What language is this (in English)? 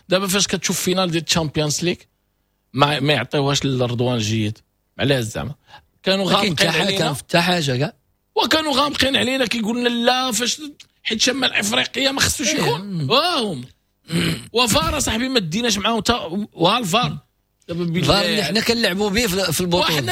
Moroccan Arabic